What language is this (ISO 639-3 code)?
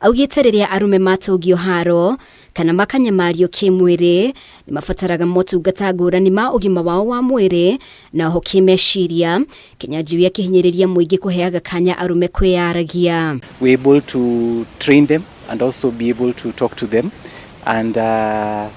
kik